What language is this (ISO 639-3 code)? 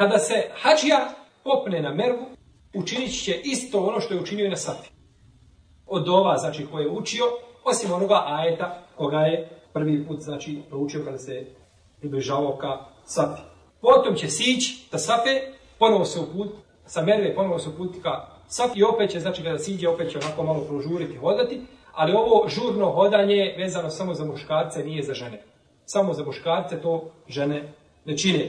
bos